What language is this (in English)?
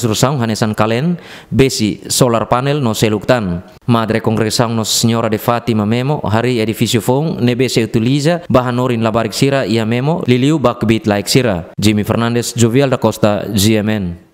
Tetum